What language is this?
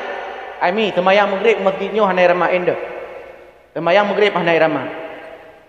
Achinese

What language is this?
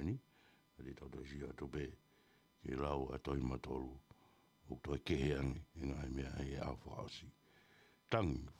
Tongan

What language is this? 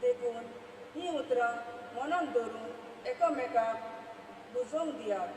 Konkani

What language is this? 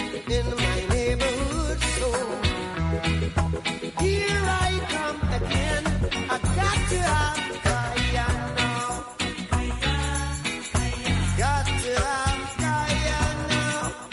Kinyarwanda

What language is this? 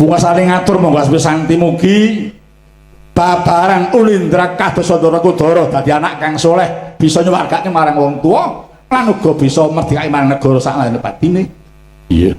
Javanese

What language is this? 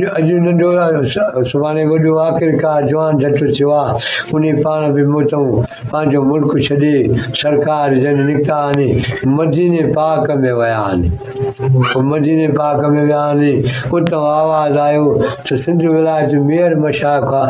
Sindhi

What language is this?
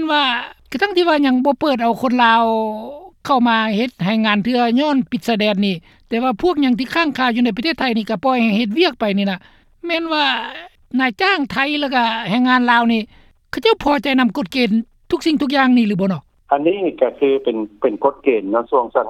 Lao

